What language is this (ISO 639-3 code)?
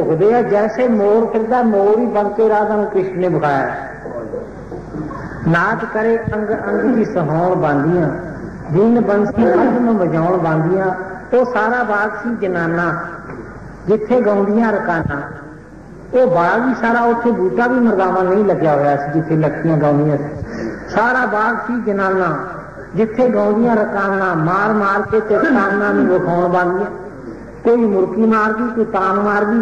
pan